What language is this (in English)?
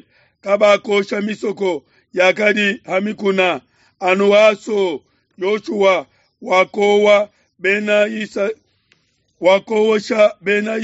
Luba-Lulua